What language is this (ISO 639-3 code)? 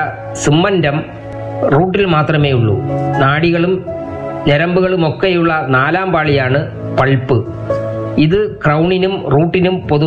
mal